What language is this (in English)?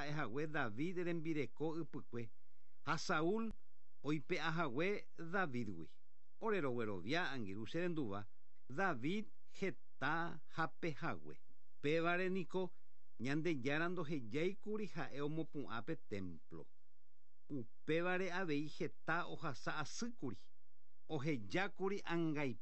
Guarani